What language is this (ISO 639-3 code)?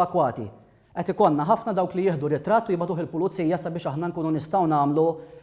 mlt